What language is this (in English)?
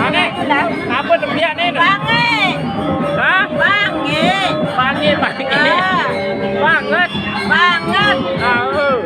Sasak